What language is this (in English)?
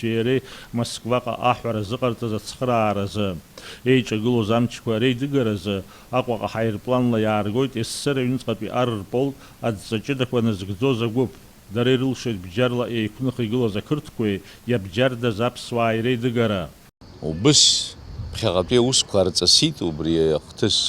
Abkhazian